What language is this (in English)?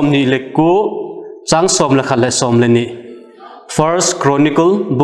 Vaiphei